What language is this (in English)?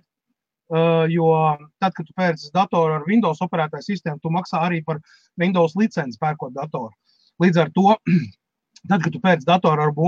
Latvian